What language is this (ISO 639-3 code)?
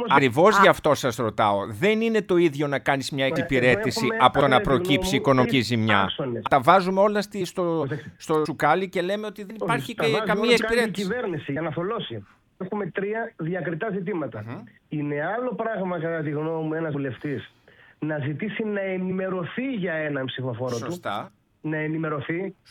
ell